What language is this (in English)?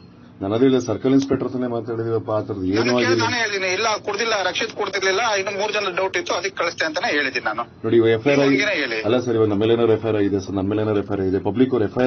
Kannada